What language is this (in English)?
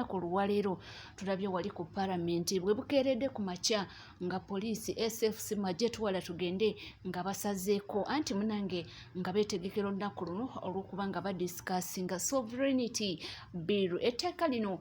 Ganda